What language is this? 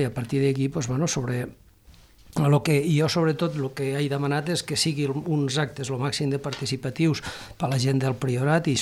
Catalan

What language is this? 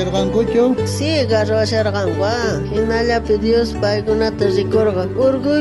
South Bolivian Quechua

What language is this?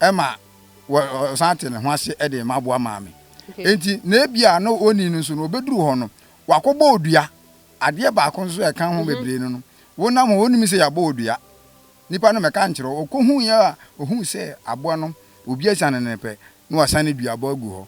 Akan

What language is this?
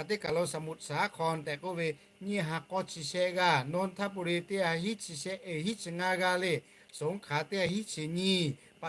Lahu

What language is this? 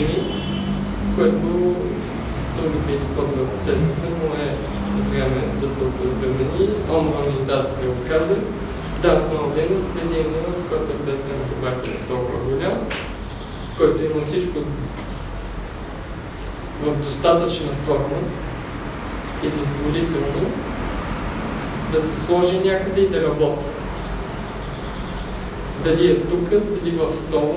Bulgarian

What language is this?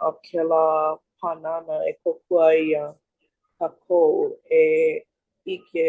Hawaiian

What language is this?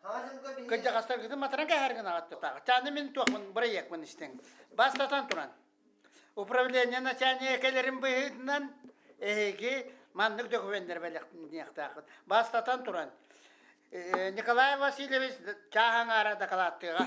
Yakut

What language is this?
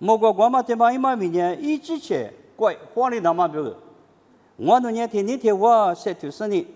Lisu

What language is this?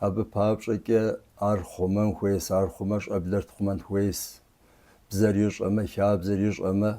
Kabardian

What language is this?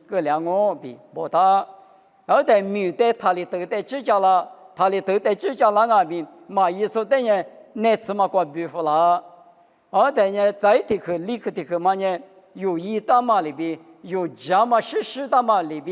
Lisu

